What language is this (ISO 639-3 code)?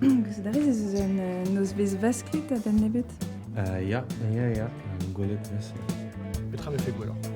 bre